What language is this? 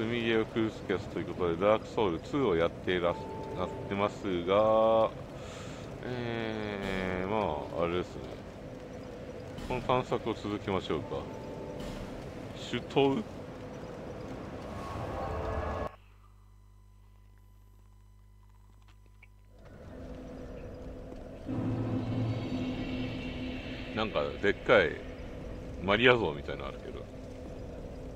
Japanese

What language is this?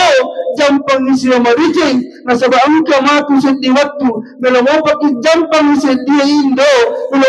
Buginese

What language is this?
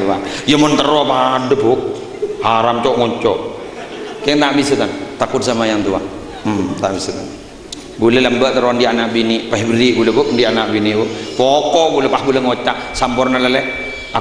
Madurese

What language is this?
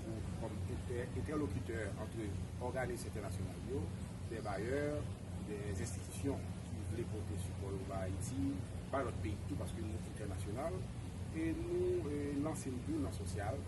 Haitian Creole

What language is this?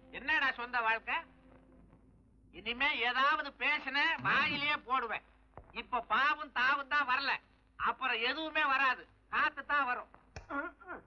Tamil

